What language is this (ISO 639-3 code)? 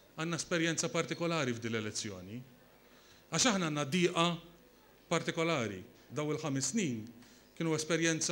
mlt